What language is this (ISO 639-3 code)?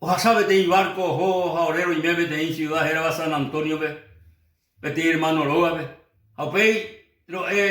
grn